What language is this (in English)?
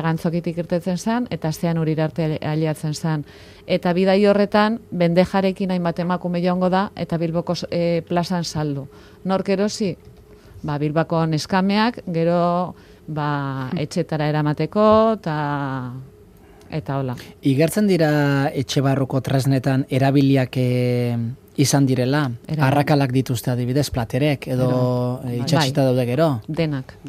Basque